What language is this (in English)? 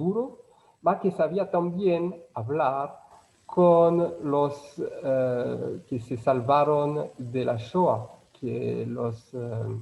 Ladino